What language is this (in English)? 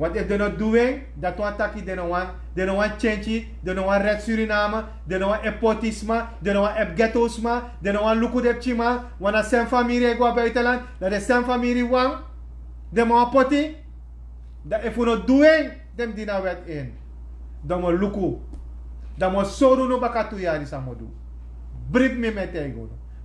Sranan Tongo